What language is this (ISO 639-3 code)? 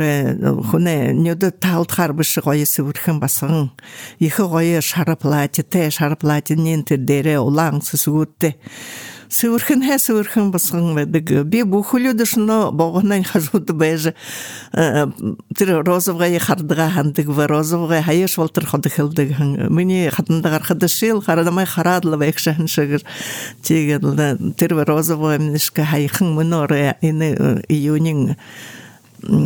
bua